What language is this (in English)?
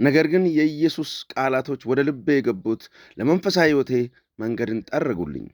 Amharic